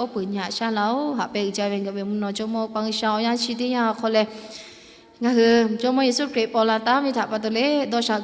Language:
Lahu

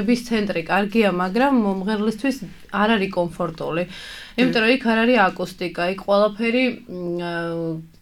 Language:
Georgian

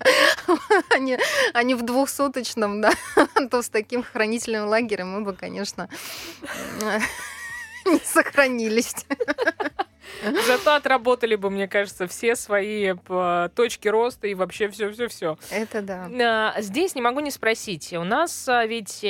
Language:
Russian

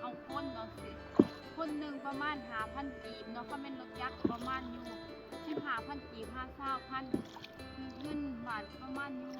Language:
Lao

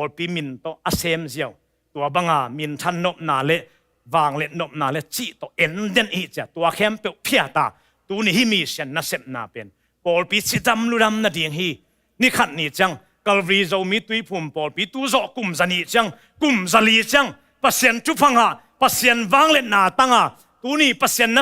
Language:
Tedim Chin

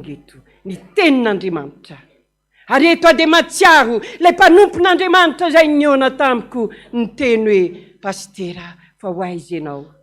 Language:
Malagasy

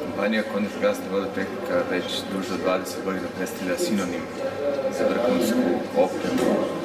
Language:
Serbian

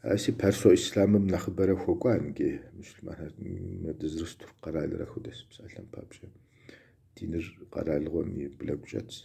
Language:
Kabardian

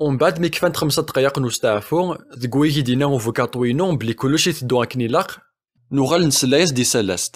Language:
Kabyle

